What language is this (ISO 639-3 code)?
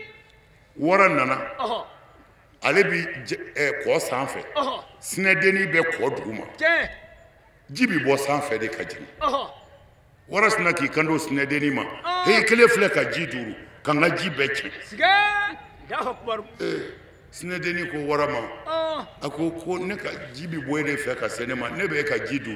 bam